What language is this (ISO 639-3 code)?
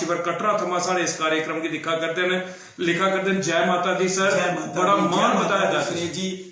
doi